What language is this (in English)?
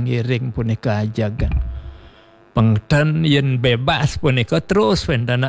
Balinese